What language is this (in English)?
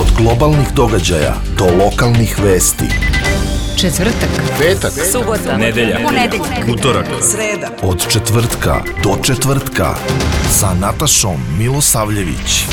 Serbian